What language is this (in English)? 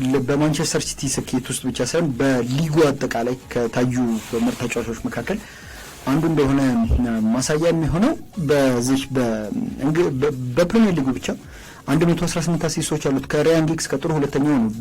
Amharic